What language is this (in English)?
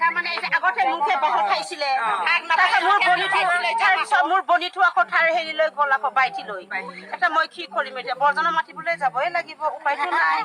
Assamese